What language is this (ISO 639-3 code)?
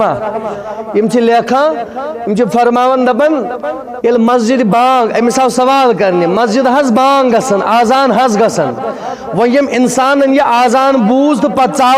kas